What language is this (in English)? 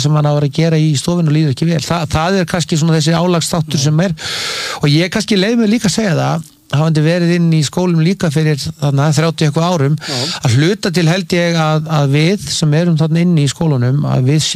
Icelandic